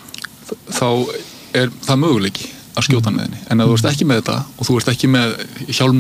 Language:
Icelandic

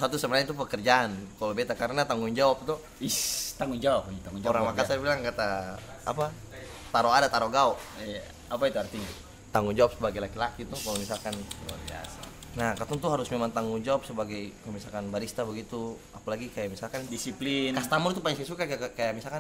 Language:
Ambonese Malay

